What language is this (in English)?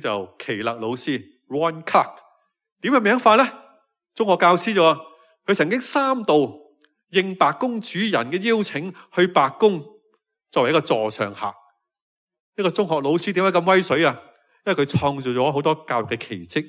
Cantonese